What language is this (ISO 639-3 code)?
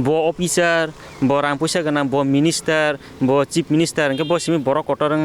trp